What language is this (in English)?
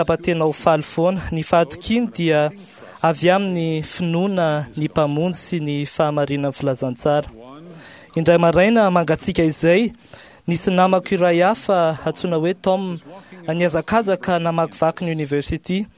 Malagasy